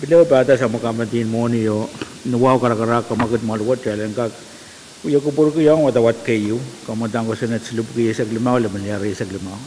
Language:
Pohnpeian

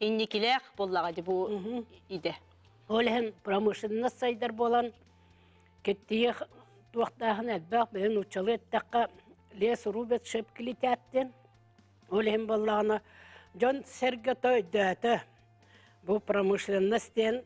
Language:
Yakut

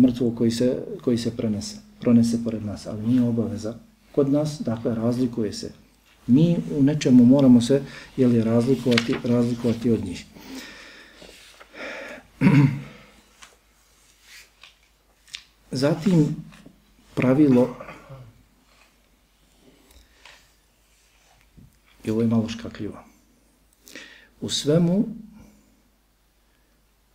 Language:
Bosnian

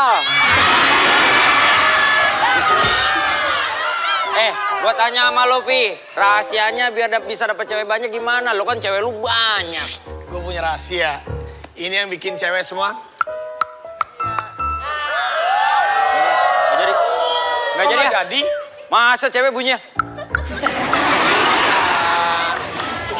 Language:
Indonesian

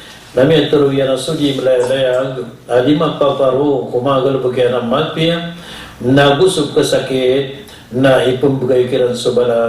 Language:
Maranao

